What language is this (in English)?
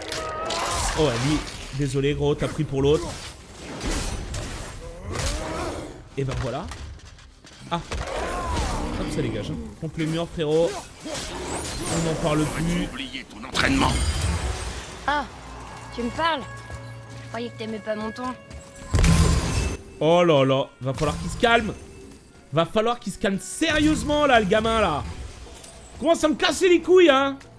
French